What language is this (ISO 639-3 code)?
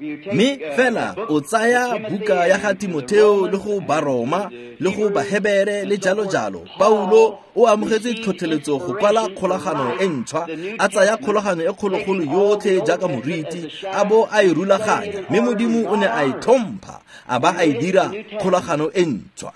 tsn